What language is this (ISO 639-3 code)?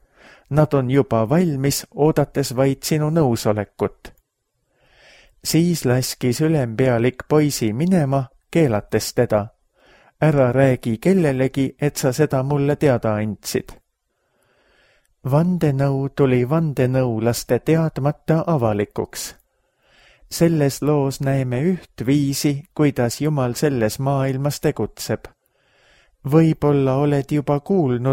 est